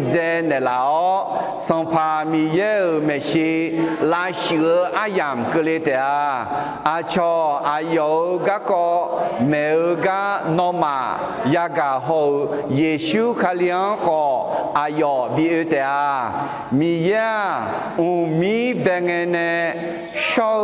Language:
Akha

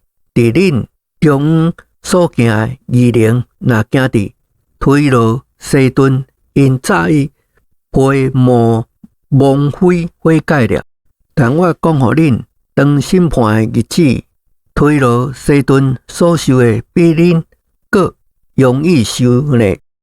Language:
Min Nan Chinese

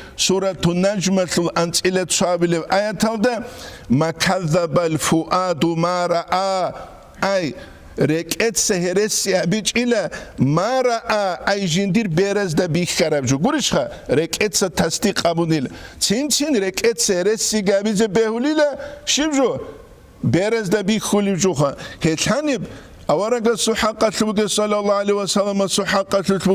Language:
Avaric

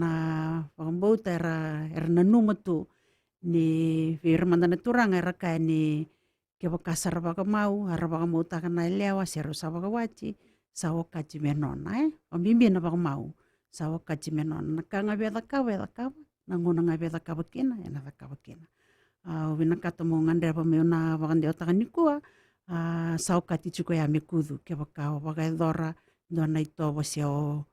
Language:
Fijian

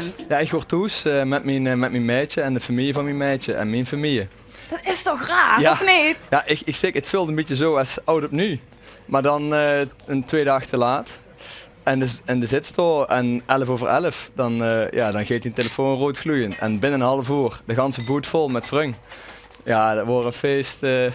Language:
Limburgish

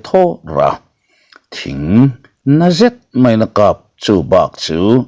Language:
Mizo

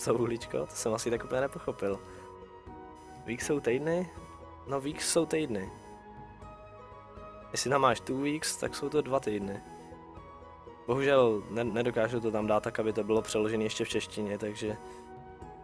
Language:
Czech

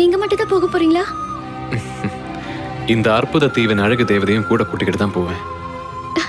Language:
Tamil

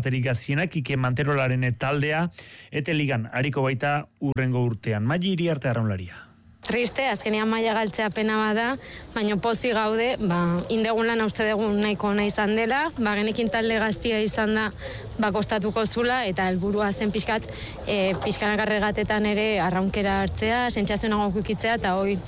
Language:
Basque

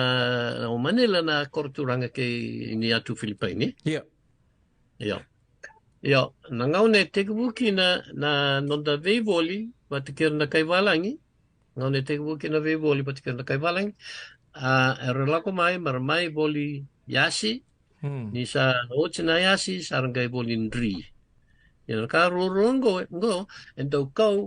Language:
Fijian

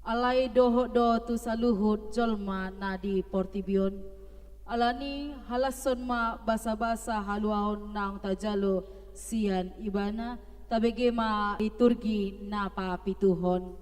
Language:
Batak Toba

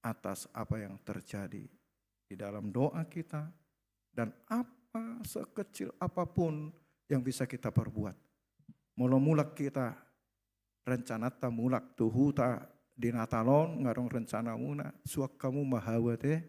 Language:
Batak Toba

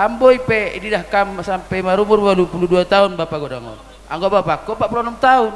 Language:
Batak Simalungun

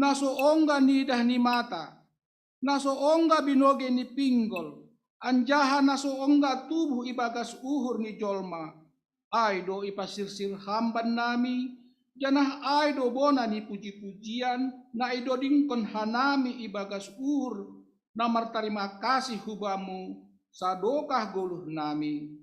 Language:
Batak Simalungun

